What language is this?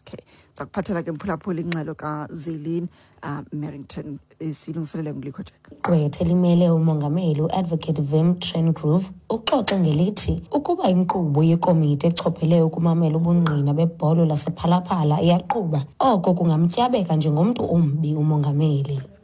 Xhosa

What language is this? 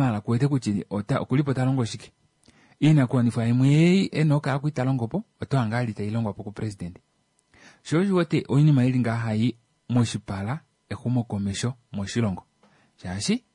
Kuanyama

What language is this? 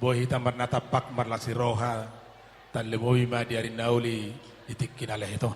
Batak Toba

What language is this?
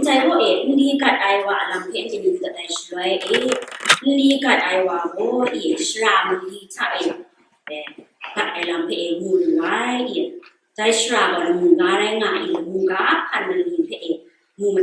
Kachin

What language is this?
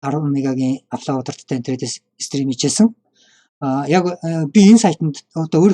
Mongolian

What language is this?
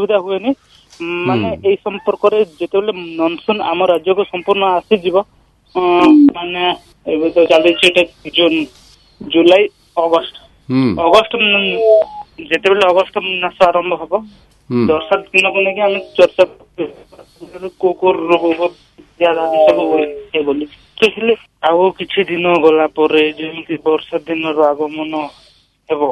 Odia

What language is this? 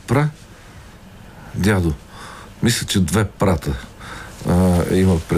Bulgarian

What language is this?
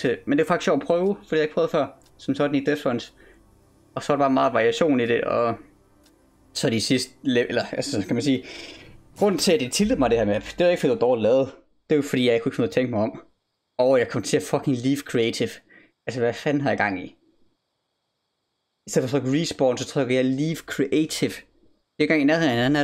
Danish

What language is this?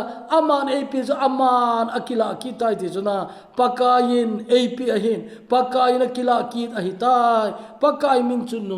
Thado Chin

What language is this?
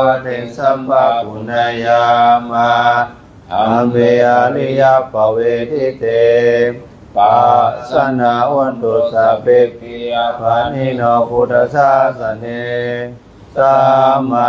Pali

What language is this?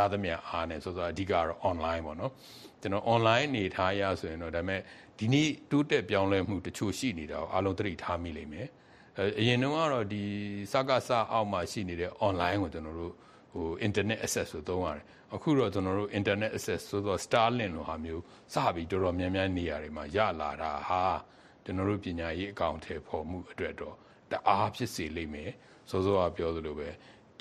Burmese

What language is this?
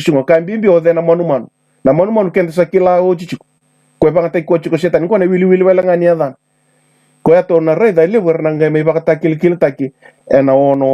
Fijian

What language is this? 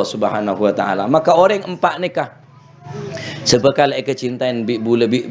Madurese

